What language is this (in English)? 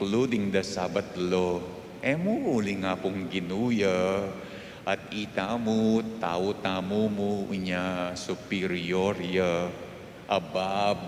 Pampanga